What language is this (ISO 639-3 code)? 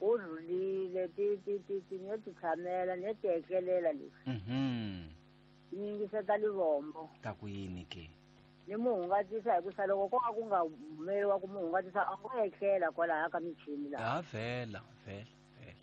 tso